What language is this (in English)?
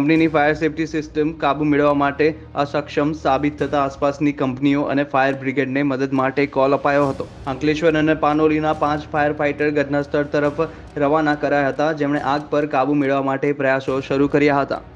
Gujarati